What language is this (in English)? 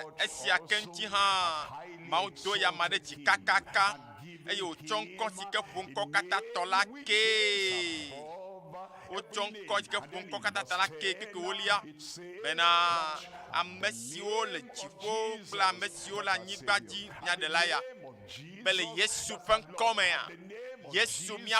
Ewe